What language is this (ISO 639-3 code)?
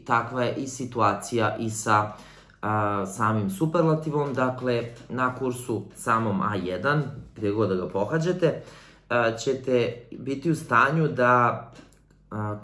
srp